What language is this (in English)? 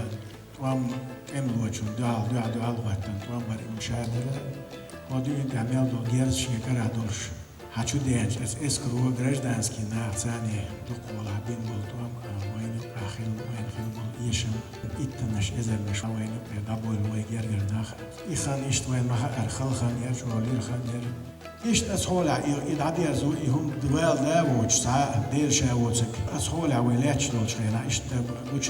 Chechen